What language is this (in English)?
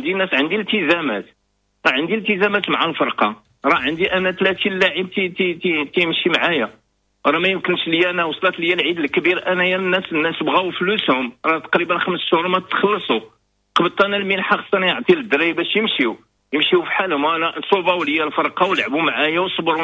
Moroccan Arabic